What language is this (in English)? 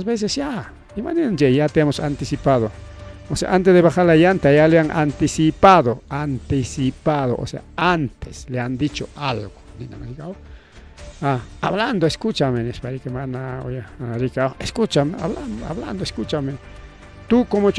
Ayacucho Quechua